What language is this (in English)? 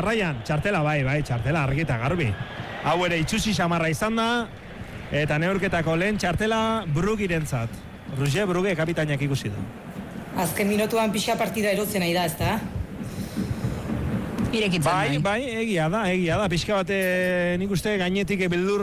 Basque